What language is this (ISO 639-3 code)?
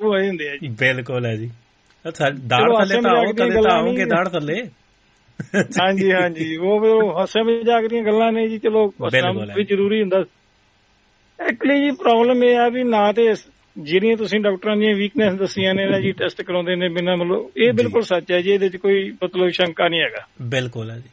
pan